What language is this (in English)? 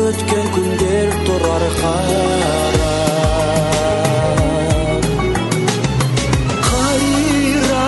Kazakh